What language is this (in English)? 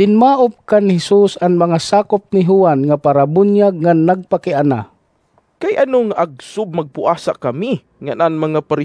Waray